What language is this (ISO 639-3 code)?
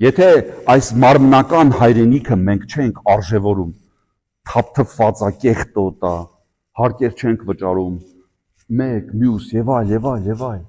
hye